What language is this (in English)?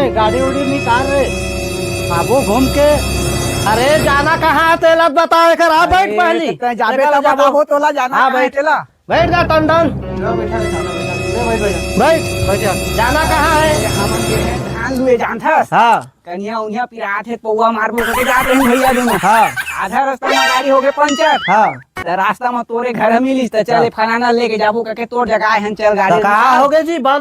Chhattisgarhi